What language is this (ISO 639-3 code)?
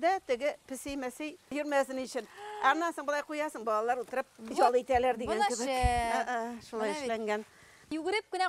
bak